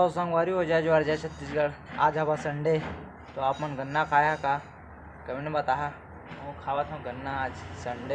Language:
Chhattisgarhi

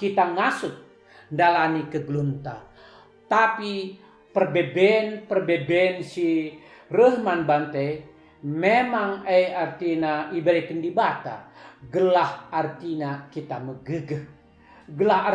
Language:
Batak Karo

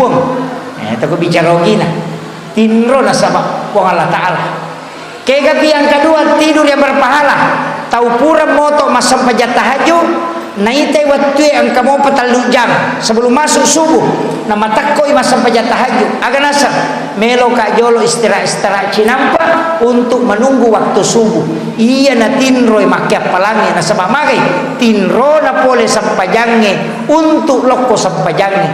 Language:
Buginese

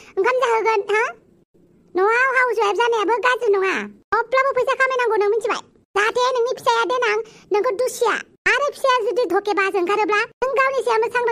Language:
Bodo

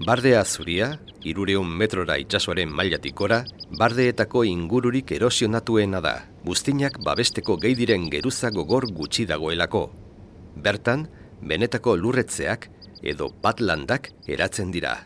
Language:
Basque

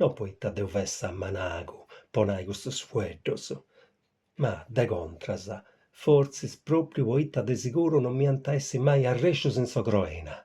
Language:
Sardinian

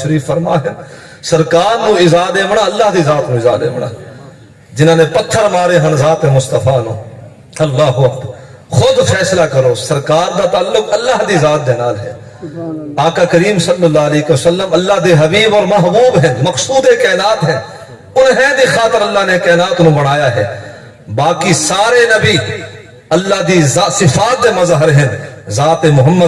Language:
Saraiki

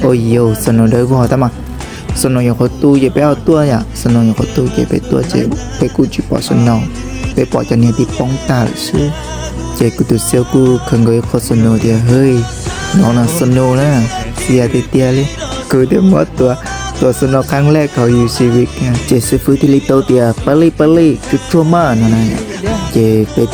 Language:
Hmong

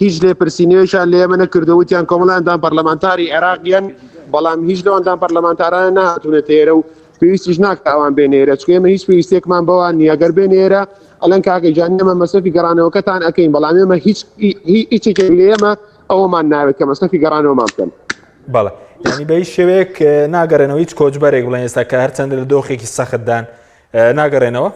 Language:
Central Kurdish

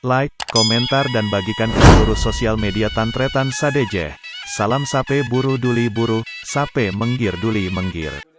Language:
Madurese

